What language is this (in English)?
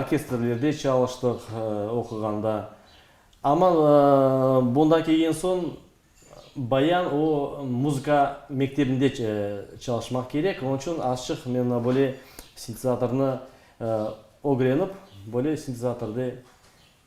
Crimean Tatar